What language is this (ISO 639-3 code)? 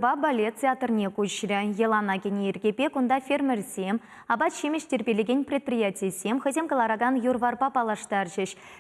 chv